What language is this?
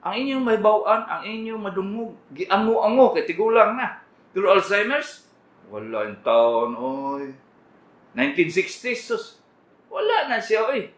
Cebuano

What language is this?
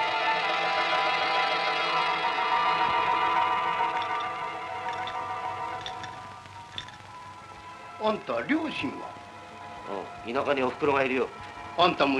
Japanese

